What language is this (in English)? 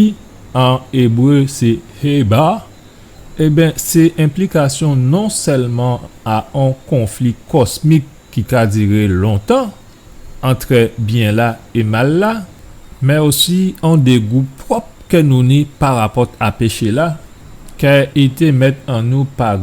Guadeloupean Creole French